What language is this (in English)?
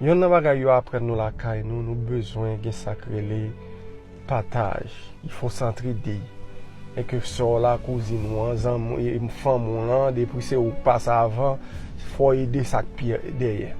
Haitian Creole